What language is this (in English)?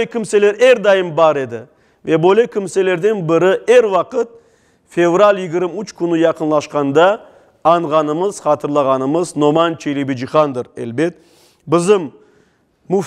Crimean Tatar